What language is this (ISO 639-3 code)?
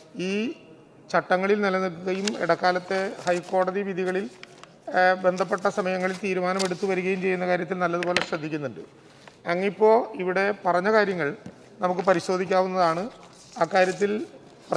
mal